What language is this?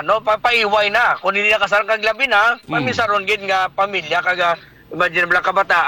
Hiligaynon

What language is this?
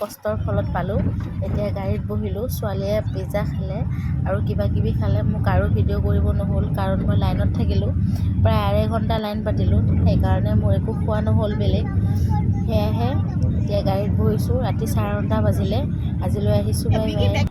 Assamese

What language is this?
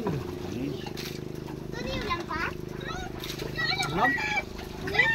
Filipino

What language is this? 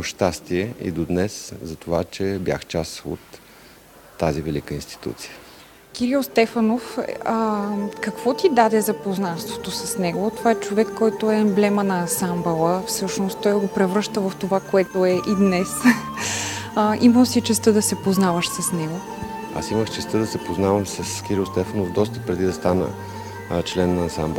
Bulgarian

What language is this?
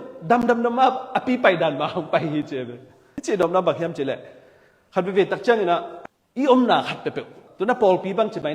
Tedim Chin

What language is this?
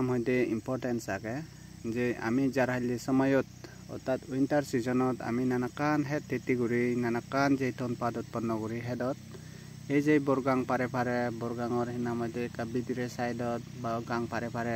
Chakma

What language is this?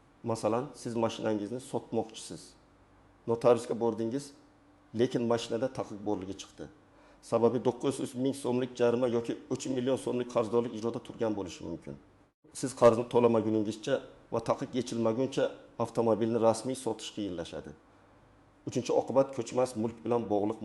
Uzbek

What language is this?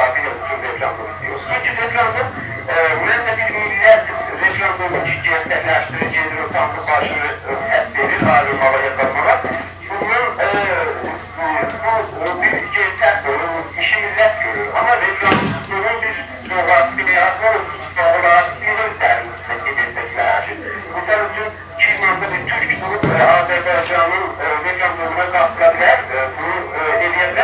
South Azerbaijani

